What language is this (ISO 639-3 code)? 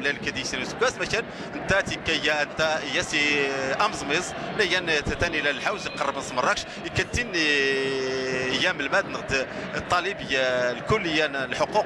ary